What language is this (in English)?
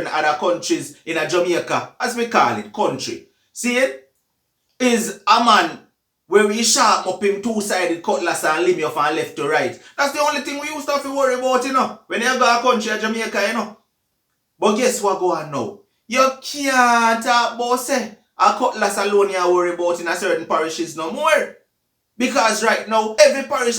Jamaican Creole English